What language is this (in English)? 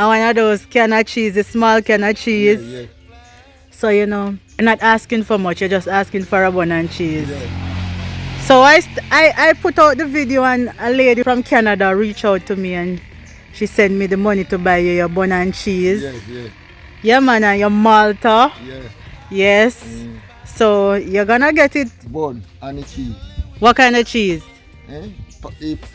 Jamaican Creole English